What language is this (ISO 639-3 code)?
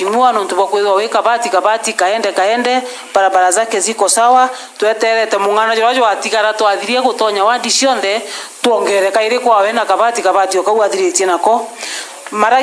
mer